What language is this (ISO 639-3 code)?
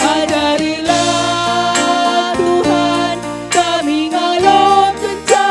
btx